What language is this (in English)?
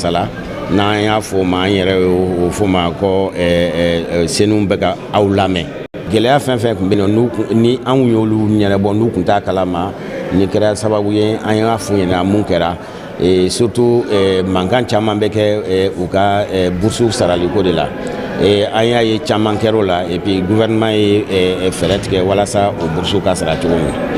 Bambara